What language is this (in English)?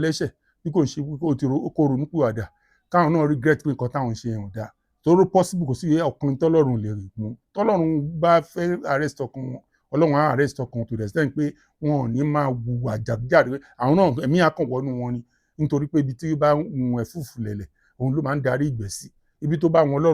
Yoruba